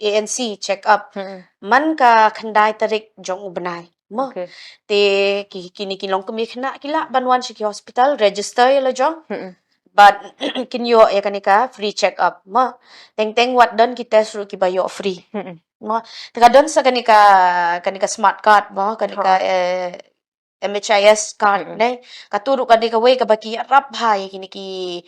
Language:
Khasi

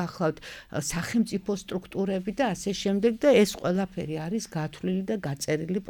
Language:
Georgian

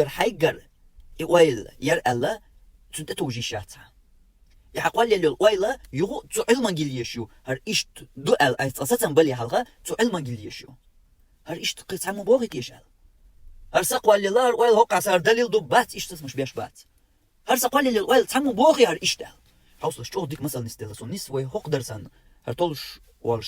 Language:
Chechen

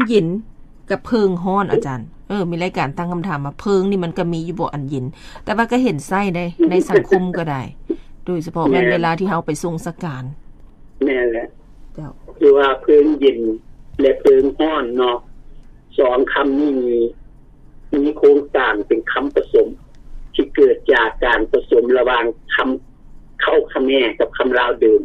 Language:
Lao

